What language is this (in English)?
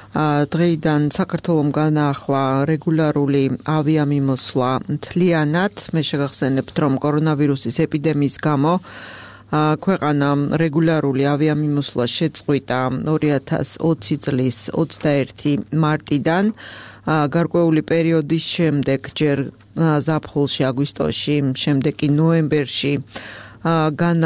Georgian